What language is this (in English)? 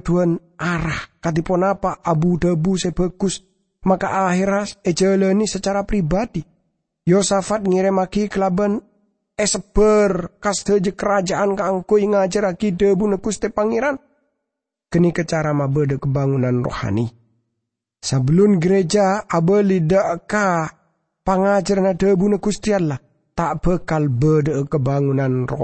Madurese